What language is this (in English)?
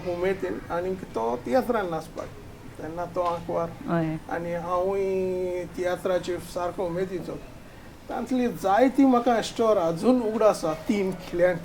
Konkani